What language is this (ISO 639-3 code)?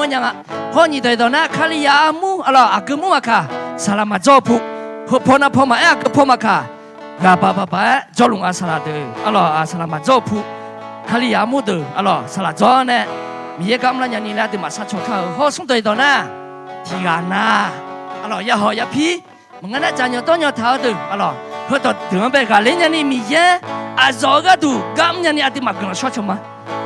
ahk